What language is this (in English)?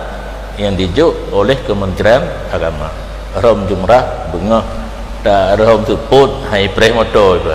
Achinese